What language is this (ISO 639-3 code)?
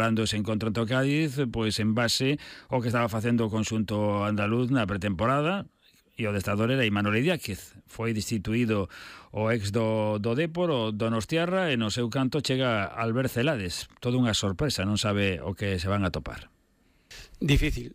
glg